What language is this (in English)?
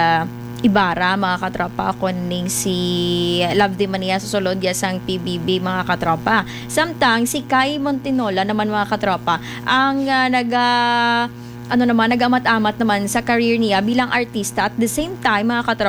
Hiligaynon